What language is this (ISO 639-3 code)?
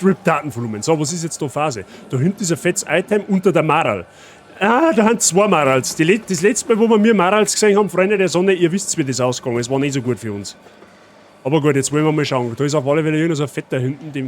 bar